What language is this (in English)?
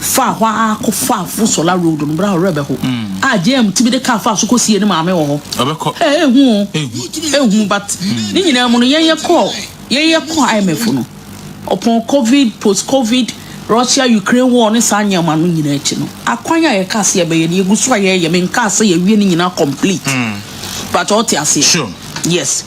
Akan